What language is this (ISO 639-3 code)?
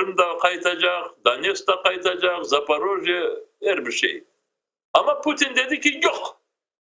crh